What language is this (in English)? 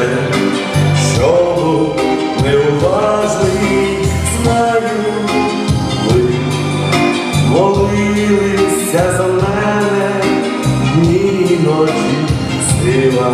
Ukrainian